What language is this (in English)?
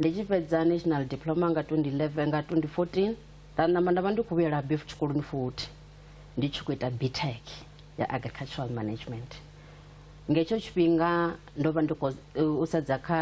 Venda